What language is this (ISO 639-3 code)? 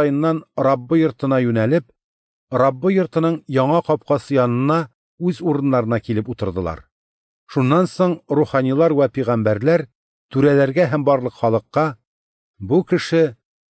tat